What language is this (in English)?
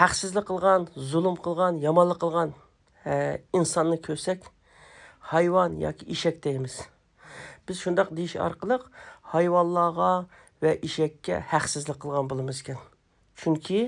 Uyghur